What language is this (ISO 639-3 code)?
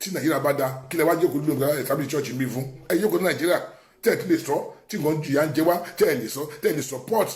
yor